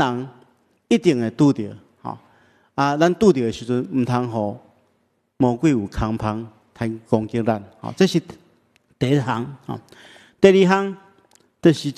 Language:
Min Nan Chinese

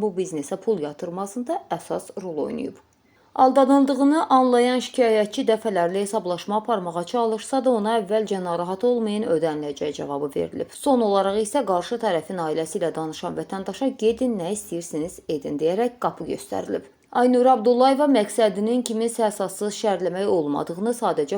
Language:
Azerbaijani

